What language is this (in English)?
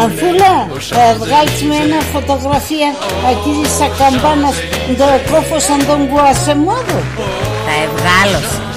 Pontic